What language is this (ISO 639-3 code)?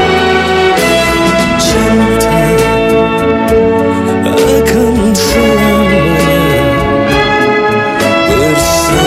ind